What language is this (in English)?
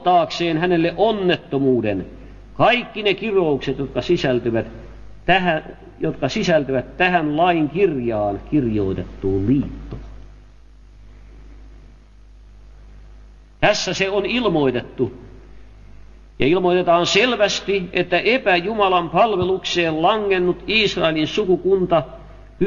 Finnish